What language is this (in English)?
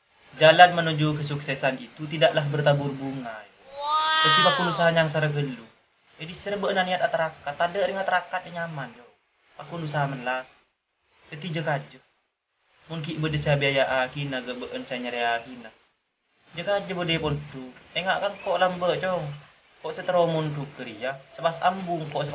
Madurese